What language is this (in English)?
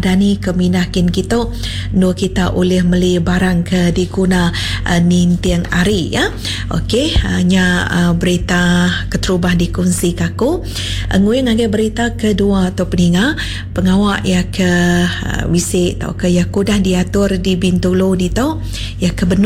Iban